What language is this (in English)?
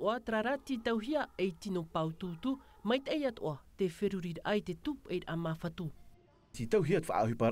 Tahitian